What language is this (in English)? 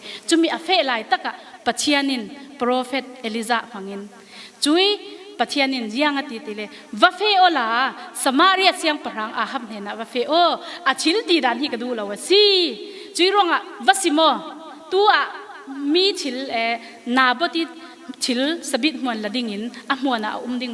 Falam Chin